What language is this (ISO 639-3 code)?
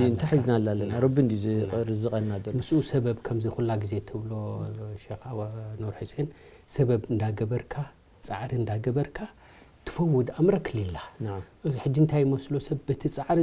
tir